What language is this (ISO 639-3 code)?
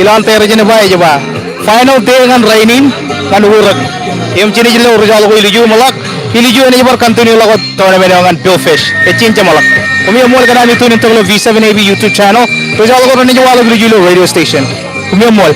mah